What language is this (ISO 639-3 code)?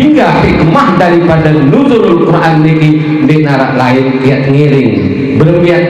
sas